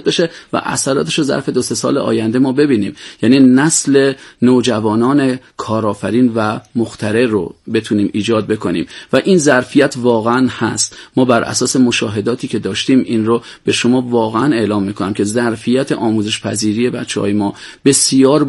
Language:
Persian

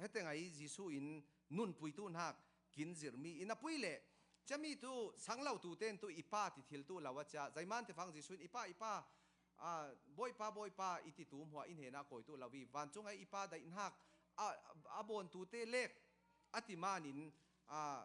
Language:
Falam Chin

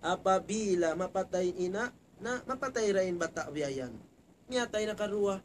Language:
Tausug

